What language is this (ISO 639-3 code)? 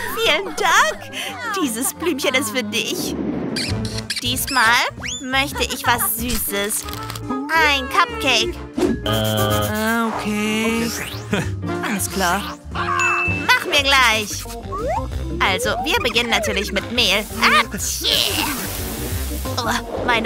deu